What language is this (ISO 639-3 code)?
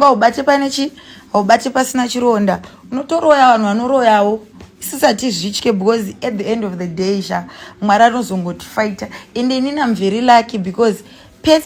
sna